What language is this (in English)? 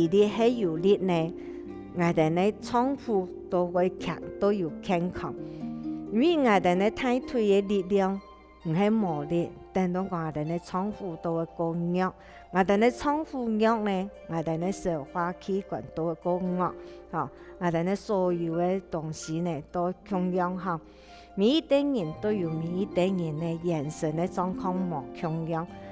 Hakka Chinese